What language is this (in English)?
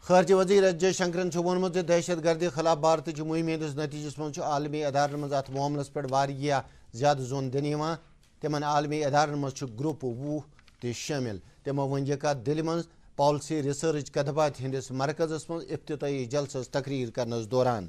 Kashmiri